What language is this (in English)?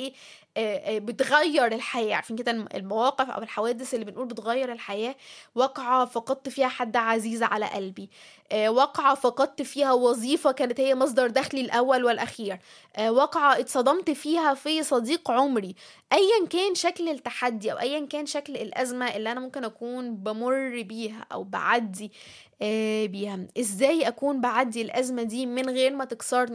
Egyptian Arabic